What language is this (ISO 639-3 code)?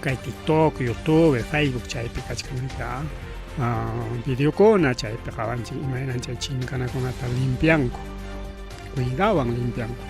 quy